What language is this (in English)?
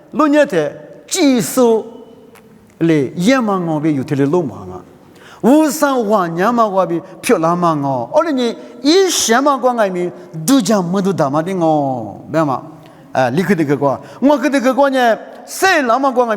Lisu